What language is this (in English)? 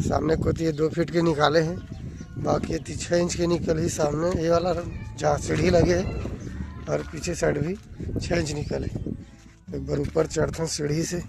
Chhattisgarhi